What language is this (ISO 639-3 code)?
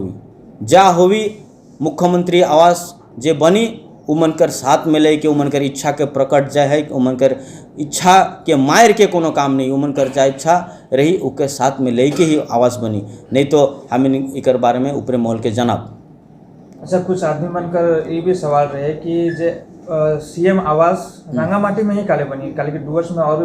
sck